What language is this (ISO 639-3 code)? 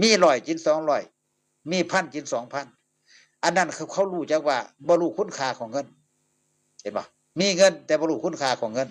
tts